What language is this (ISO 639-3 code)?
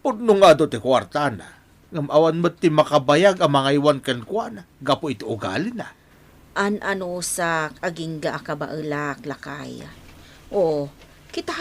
ilo